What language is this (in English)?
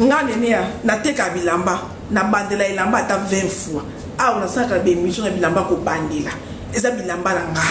Lingala